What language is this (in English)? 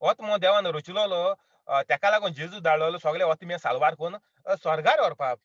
Konkani